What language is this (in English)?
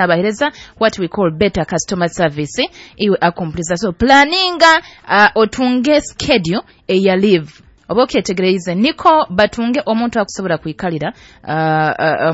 Nyoro